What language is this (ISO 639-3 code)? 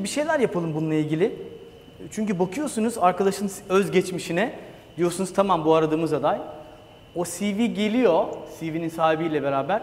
tur